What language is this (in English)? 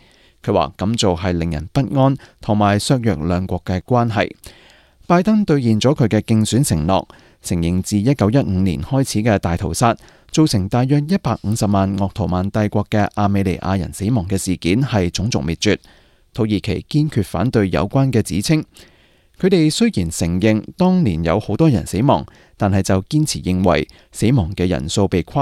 Cantonese